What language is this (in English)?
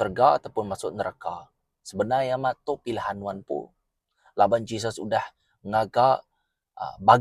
Iban